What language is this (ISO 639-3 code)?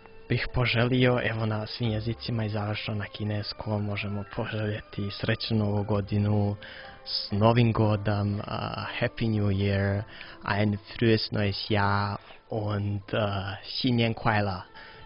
hrv